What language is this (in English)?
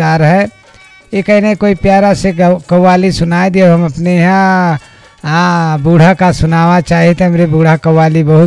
Bhojpuri